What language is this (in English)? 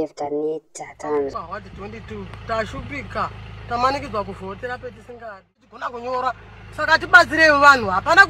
Shona